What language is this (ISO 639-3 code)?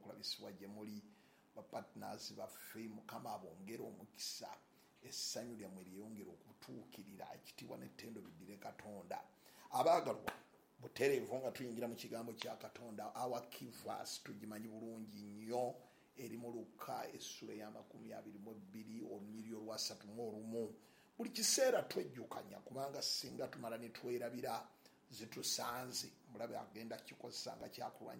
lug